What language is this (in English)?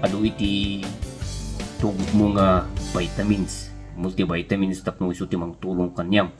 Iloko